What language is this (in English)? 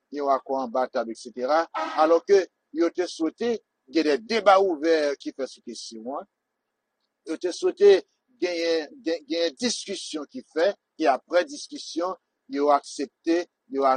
Haitian Creole